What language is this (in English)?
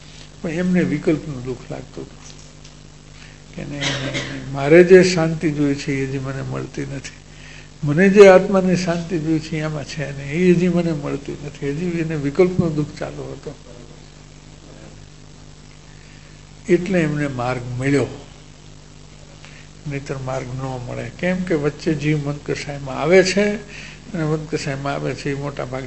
Gujarati